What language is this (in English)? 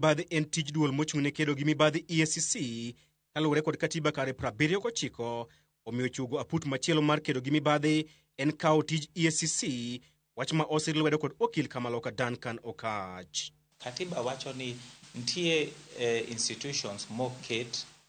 Luo (Kenya and Tanzania)